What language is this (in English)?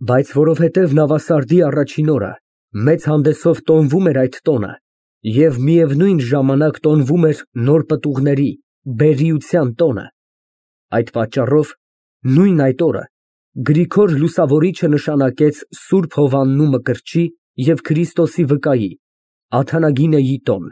Armenian